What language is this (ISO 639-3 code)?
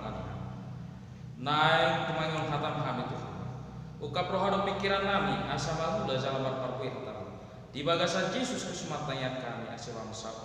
bbc